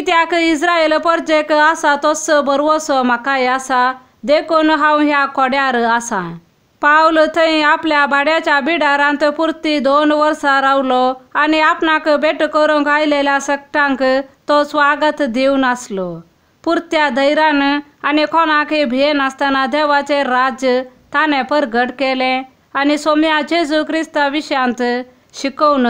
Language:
Konkani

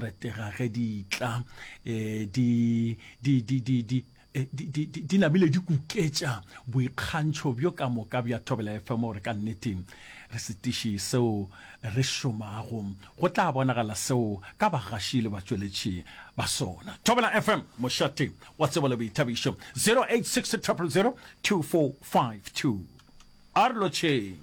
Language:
Northern Sotho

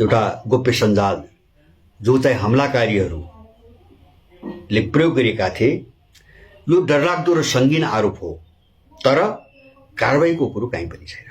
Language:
Nepali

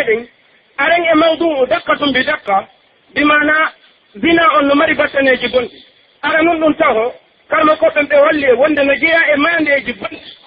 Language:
Pular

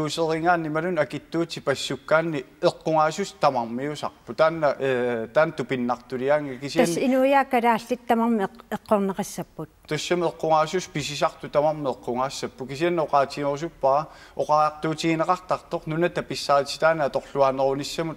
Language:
Kalaallisut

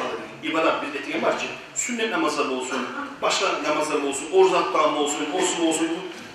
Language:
Kumyk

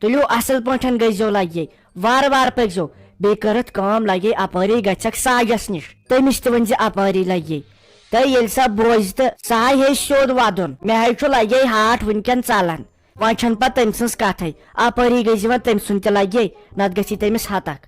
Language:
Kashmiri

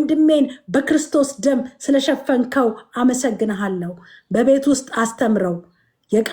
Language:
Amharic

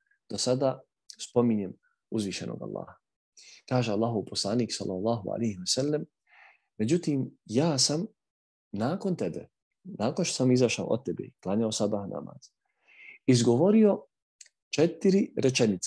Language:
Bosnian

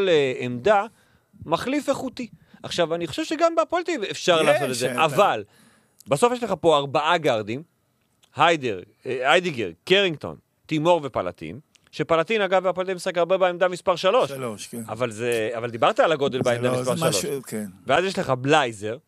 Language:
Hebrew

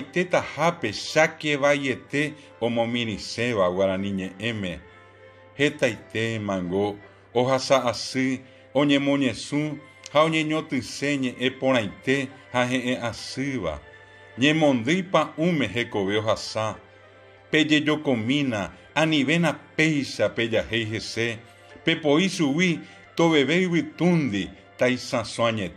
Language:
Guarani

